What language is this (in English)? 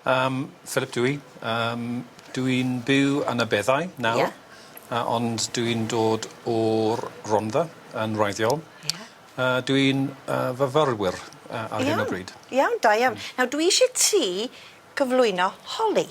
Welsh